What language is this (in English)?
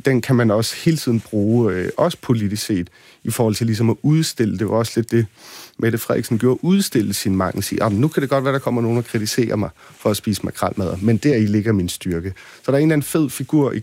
Danish